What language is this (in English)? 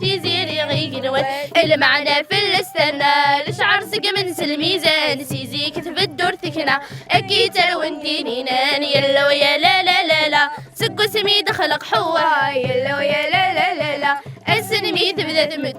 Kabyle